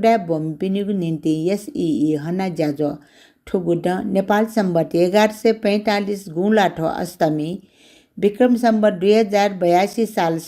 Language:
Newari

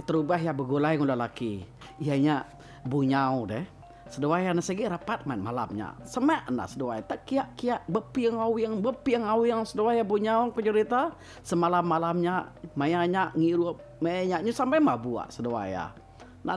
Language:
Iban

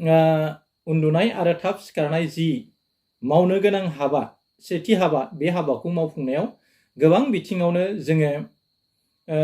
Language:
Bodo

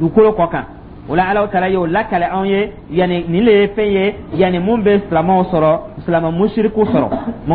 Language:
Dyula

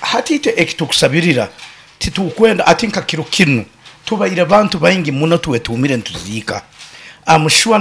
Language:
Nyankole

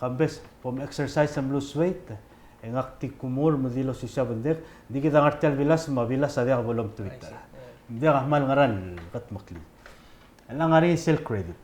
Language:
Palauan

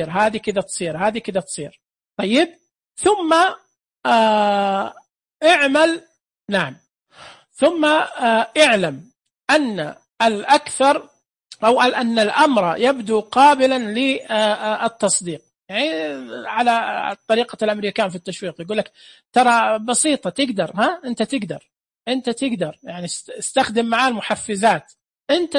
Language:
Najdi Arabic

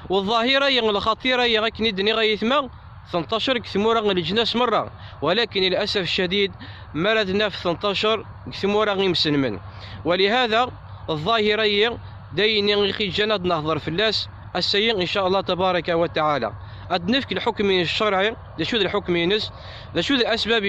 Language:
Kabyle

